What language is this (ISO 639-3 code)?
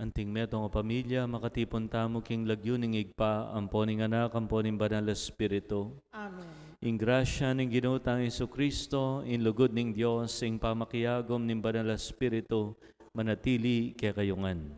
pam